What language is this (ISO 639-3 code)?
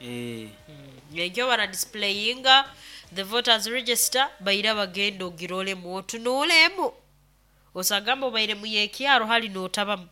nyo